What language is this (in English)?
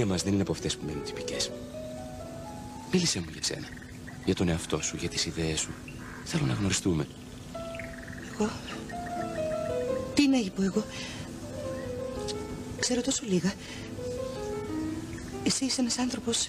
Greek